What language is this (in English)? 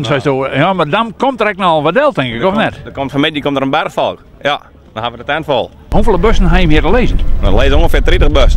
Western Frisian